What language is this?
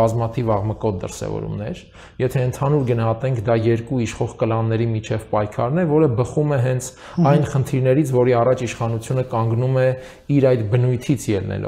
Armenian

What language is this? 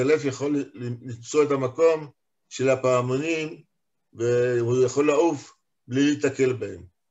Hebrew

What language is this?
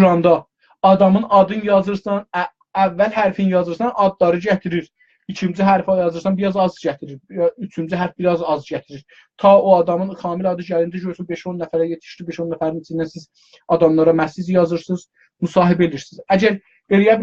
South Azerbaijani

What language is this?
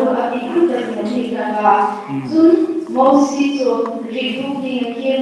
Hmar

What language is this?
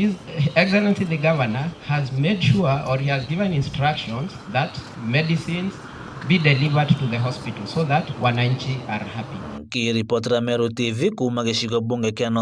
Meru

